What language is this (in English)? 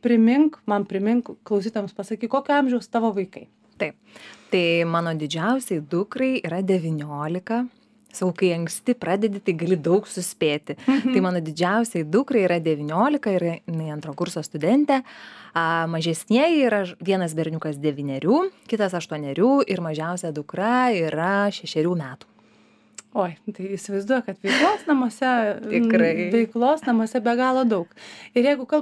Lithuanian